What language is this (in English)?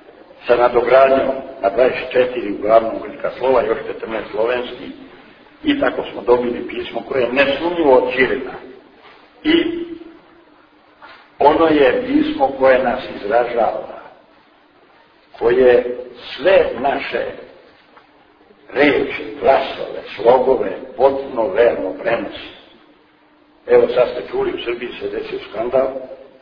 Serbian